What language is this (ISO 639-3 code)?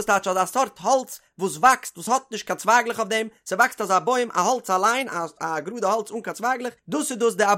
yid